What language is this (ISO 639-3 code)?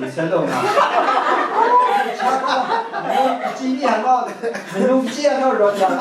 kac